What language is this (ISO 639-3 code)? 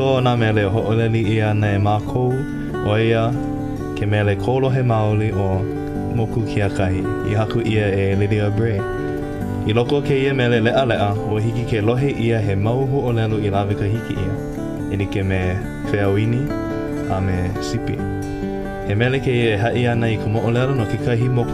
haw